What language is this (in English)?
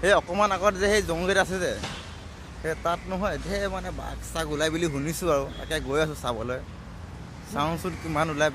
Assamese